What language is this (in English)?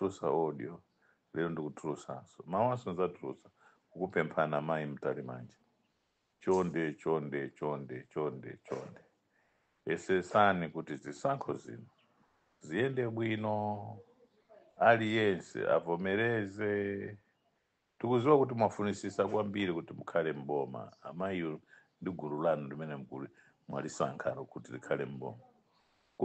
Nyanja